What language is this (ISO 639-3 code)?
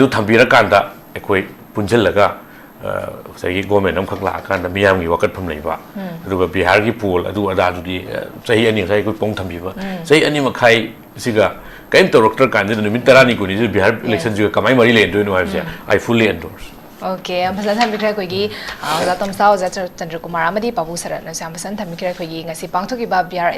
mni